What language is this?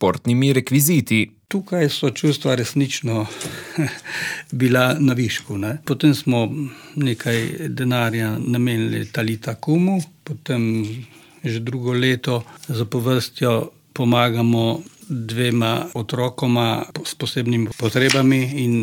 Slovenian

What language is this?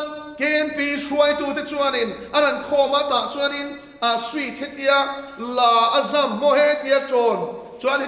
Mizo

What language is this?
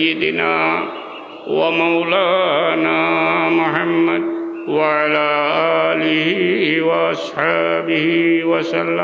Sylheti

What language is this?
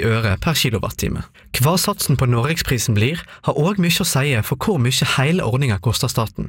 Norwegian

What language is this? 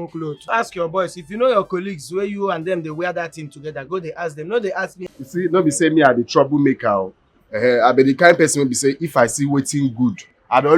Nigerian Pidgin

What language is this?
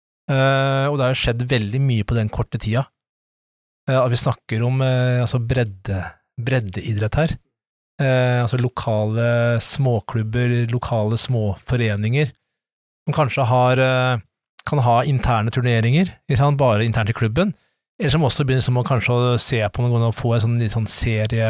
Norwegian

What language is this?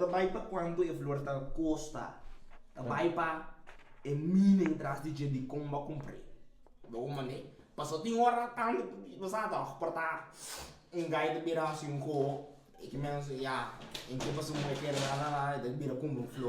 Papiamento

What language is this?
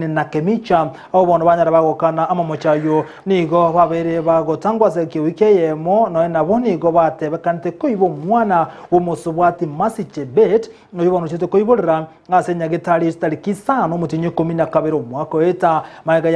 Gusii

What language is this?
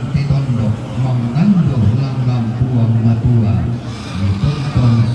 Toraja-Sa'dan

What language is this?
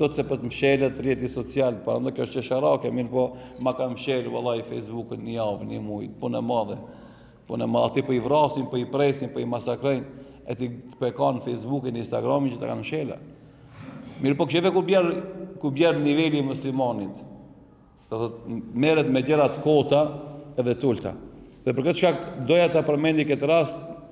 Albanian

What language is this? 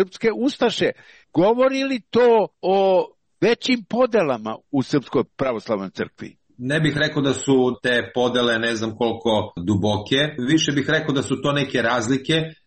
Serbian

